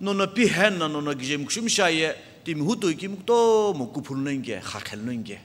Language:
Sumi Naga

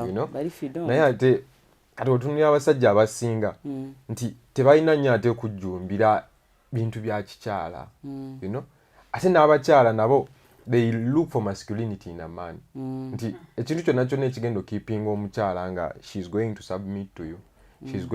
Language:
Ganda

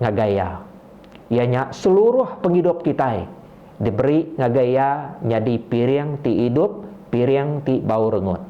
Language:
Iban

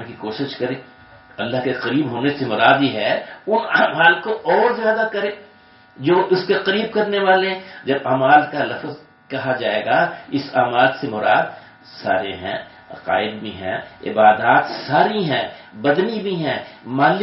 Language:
Urdu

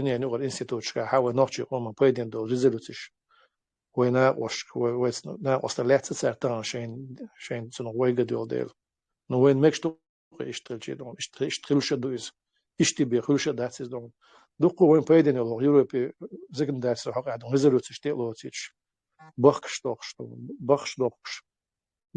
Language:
Chechen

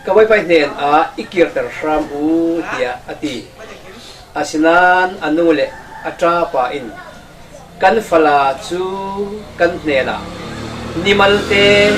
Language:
Falam Chin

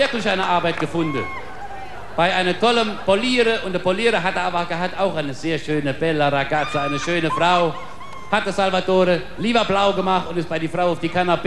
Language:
Palatine German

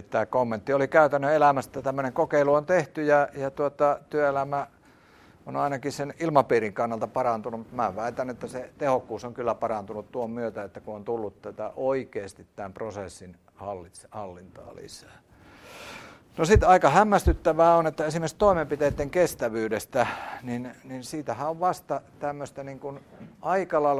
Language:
Finnish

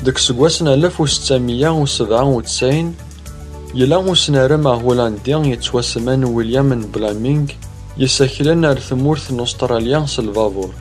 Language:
Kabyle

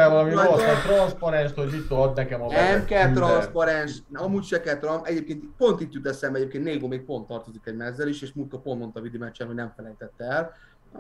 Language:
Hungarian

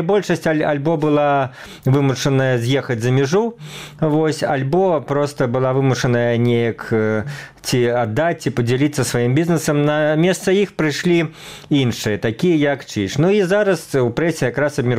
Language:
Belarusian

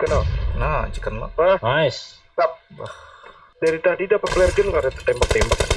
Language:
Banjar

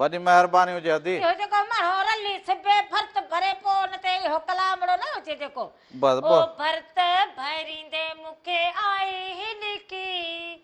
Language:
Sindhi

